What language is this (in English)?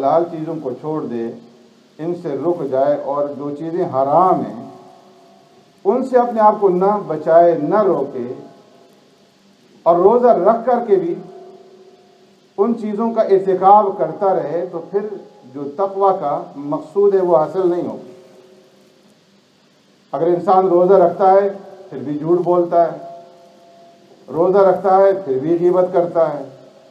Urdu